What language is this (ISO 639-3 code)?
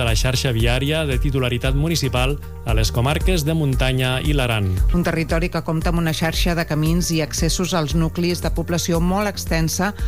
cat